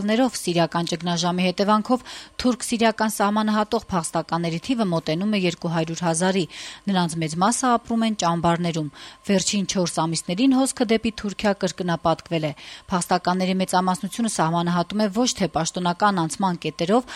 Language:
Armenian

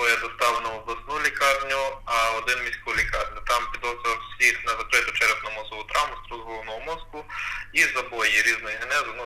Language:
Ukrainian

